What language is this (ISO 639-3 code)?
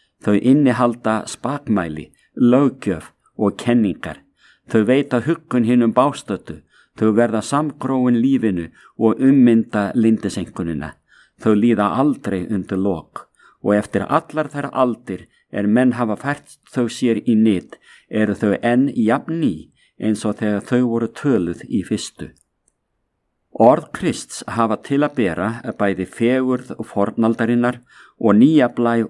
isl